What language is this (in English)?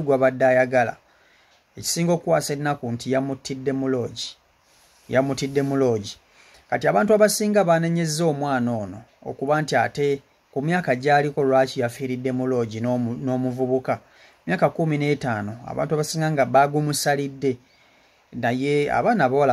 Ganda